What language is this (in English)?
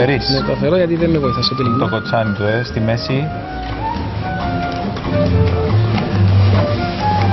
Greek